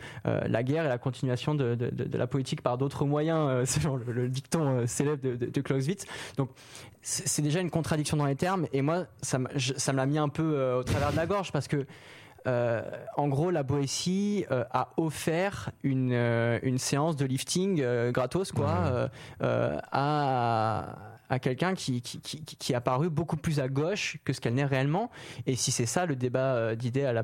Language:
French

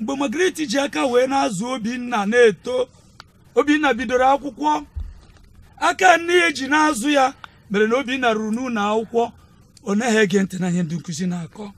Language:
Igbo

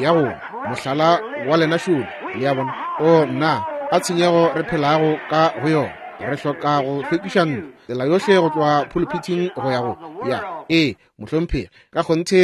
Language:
Northern Sotho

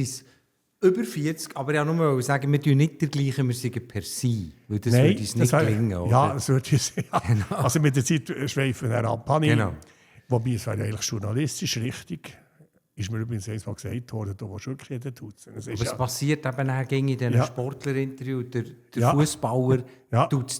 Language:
Swiss German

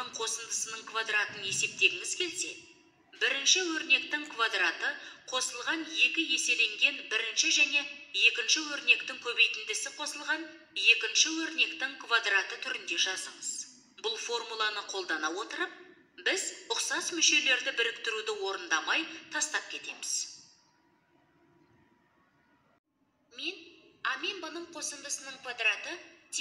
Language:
Kazakh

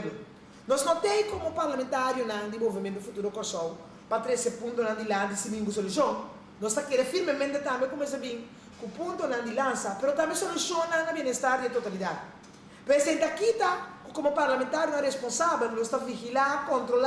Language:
Papiamento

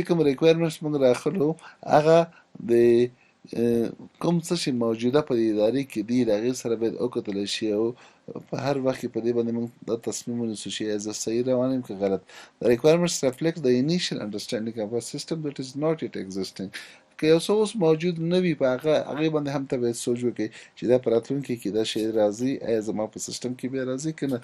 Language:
Pashto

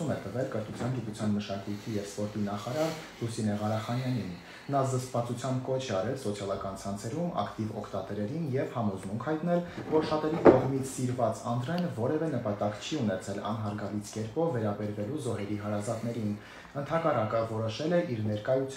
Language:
Armenian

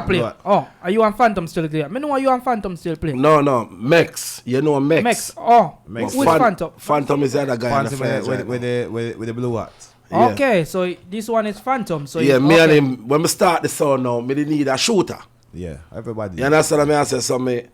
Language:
Jamaican Creole English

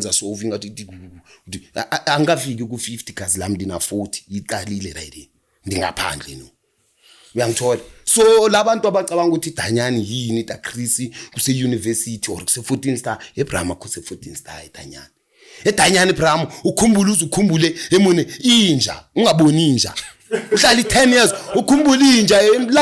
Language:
Zulu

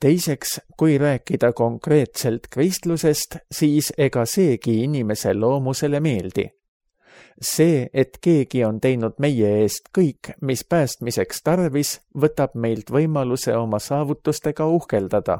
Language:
Estonian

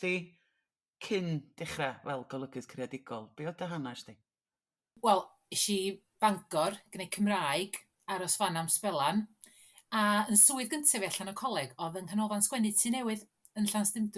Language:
Welsh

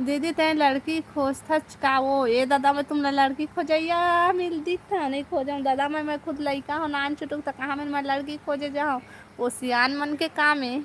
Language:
Chhattisgarhi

